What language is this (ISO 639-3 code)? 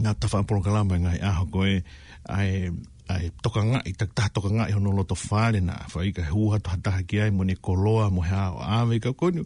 ton